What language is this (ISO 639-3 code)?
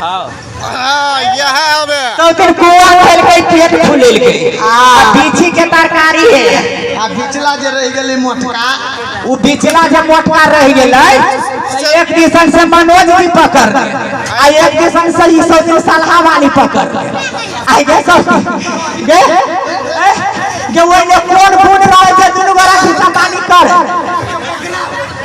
mai